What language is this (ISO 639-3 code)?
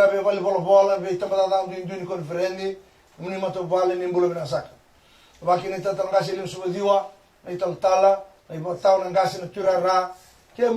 fij